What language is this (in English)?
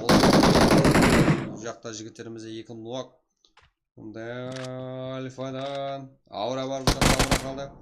Kara-Kalpak